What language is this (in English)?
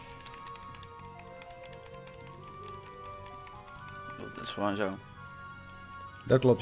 Dutch